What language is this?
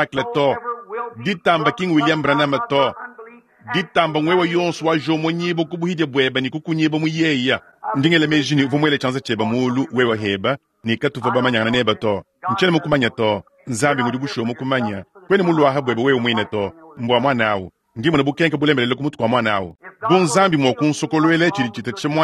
Luba-Lulua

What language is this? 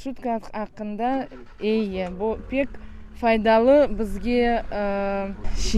Crimean Tatar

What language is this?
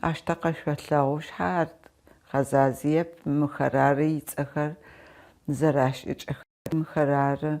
Adyghe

